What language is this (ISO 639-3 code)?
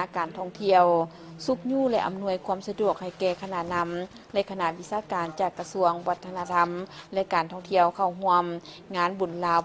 lao